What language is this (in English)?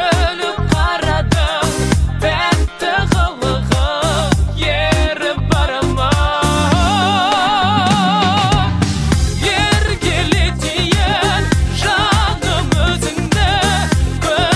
Kazakh